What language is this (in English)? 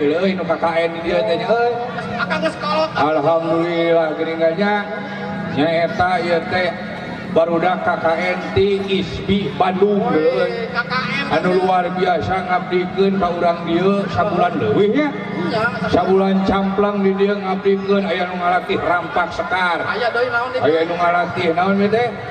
Sundanese